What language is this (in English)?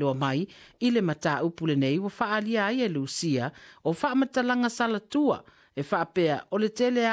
Samoan